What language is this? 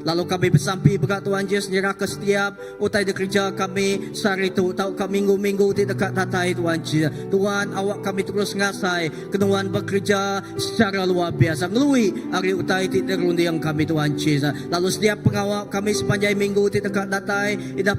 Iban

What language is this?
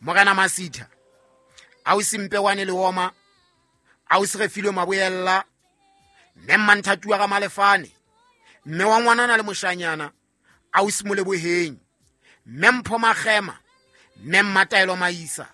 Southern Sotho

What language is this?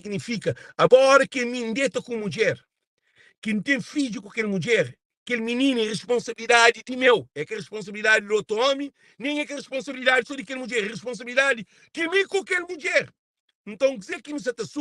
Kabuverdianu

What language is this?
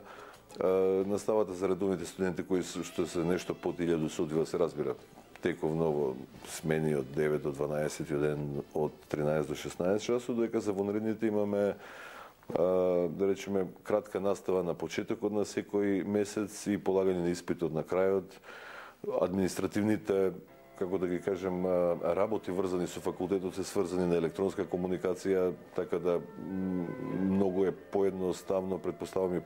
Macedonian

